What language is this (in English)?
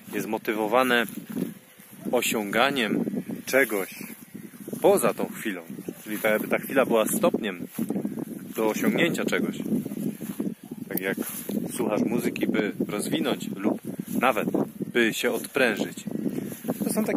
Polish